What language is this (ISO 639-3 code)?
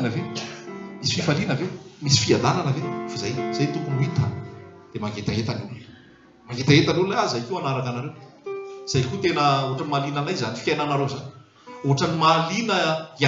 mlg